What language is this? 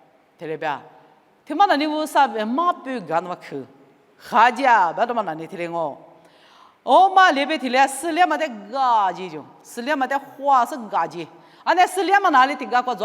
Lisu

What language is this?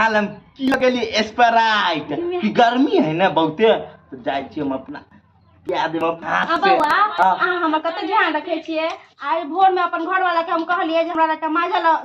Maithili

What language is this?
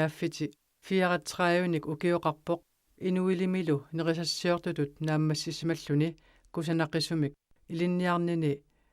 Kalaallisut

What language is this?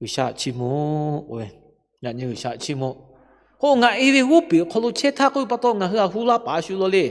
Lahu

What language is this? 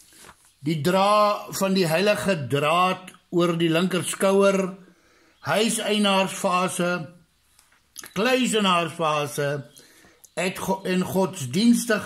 Afrikaans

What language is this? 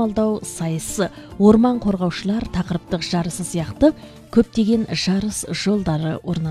Kazakh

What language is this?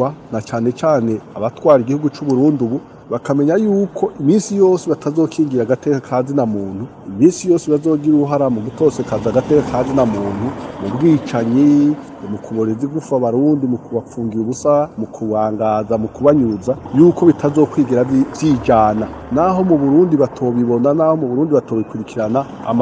Rundi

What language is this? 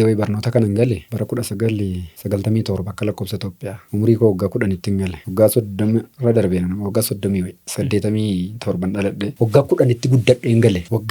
Oromo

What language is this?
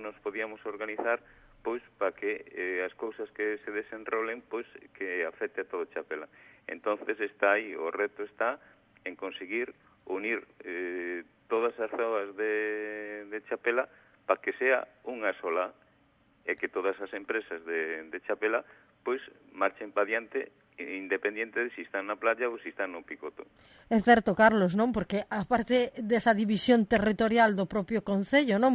Galician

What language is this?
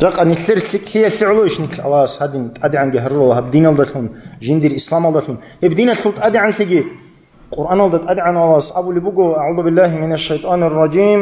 Avaric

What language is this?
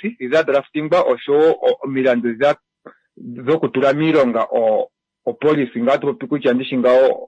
Kuanyama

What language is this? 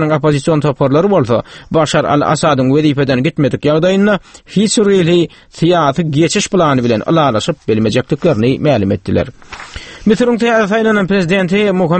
Turkmen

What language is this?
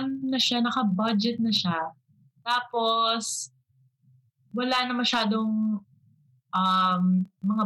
Filipino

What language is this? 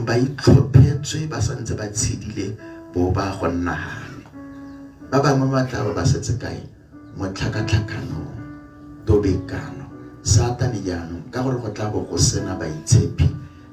Tswana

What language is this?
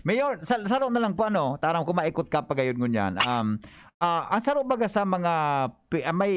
Bikol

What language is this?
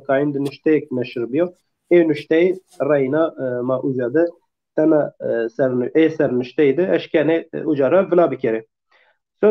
Zaza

